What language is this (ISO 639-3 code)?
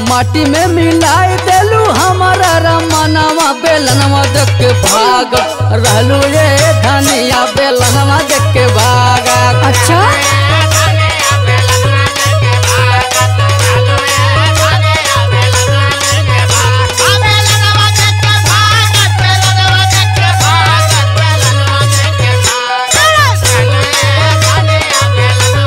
bho